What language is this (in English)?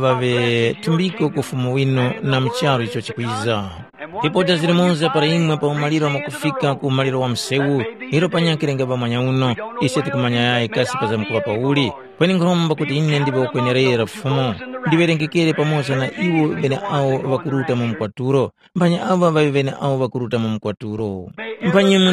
Tumbuka